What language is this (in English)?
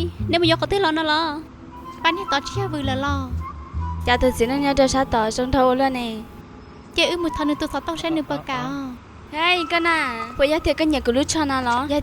Hmong